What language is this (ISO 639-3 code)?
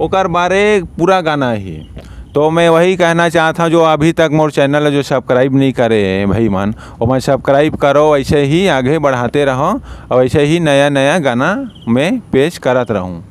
hne